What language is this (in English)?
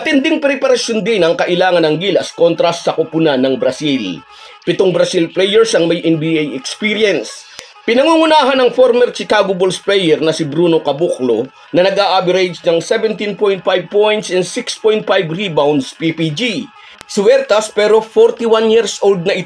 Filipino